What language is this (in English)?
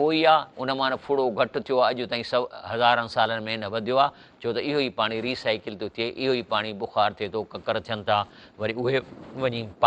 Sindhi